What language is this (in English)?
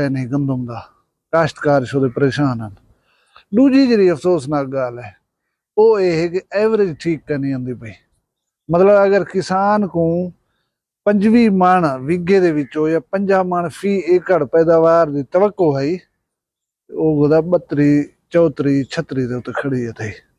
Saraiki